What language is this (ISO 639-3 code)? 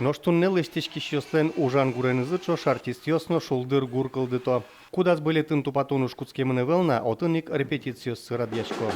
udm